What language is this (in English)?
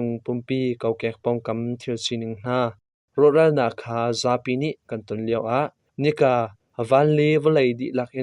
Hakha Chin